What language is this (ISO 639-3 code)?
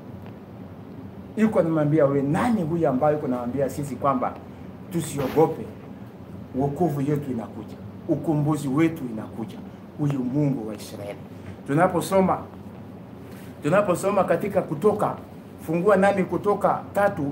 swa